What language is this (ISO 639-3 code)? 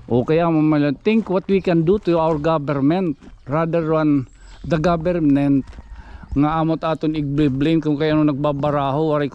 war